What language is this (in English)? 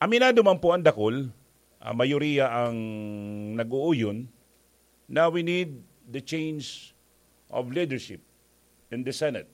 Bikol